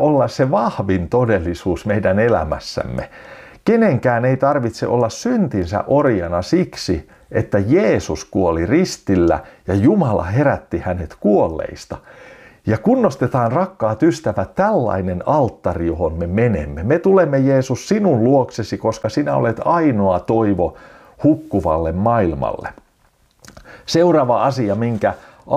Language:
Finnish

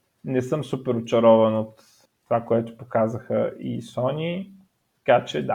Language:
Bulgarian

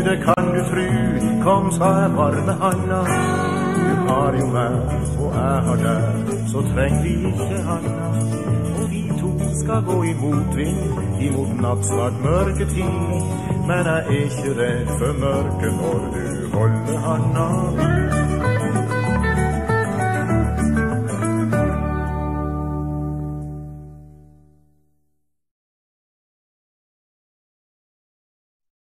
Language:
Norwegian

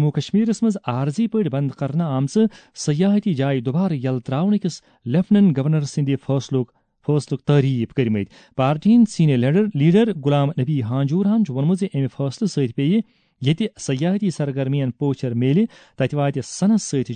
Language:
Kashmiri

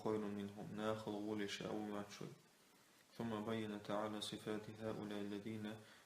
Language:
Chechen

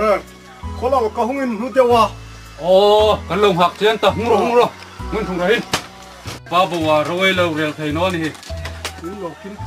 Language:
Hmar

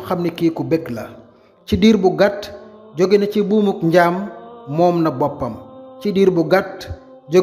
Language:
Wolof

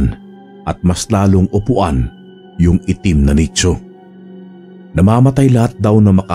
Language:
Filipino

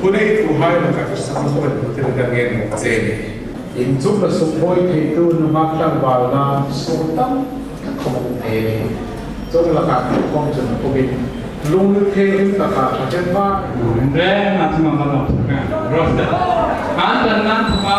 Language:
Hmar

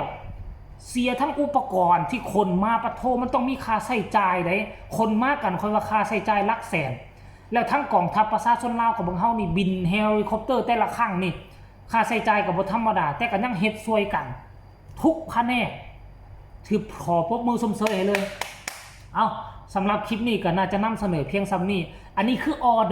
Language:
Lao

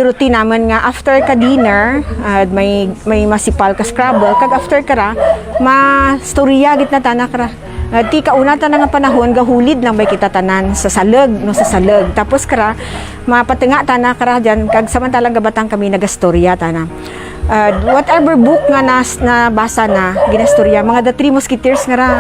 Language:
Kinaray-a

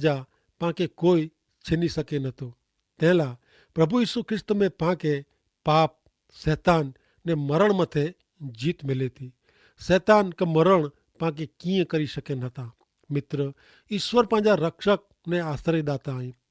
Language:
Kachhi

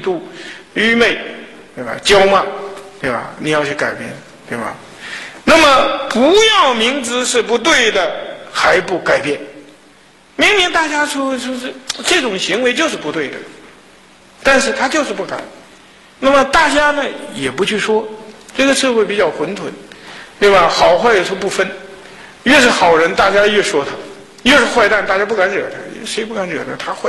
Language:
Chinese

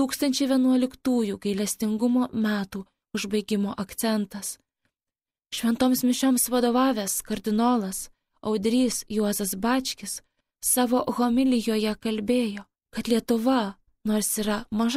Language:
Lithuanian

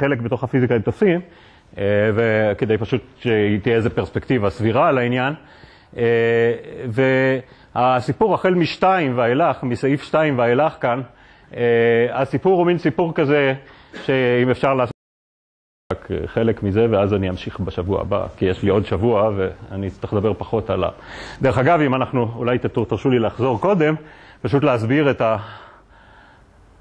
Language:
Hebrew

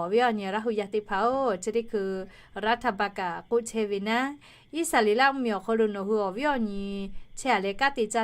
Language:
Lahu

